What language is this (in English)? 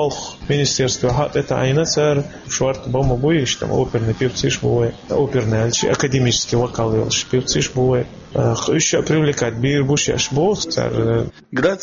Chechen